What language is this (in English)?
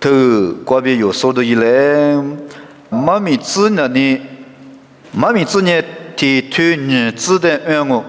Lisu